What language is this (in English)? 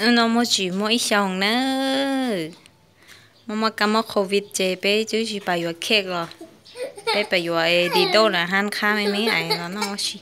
Hmong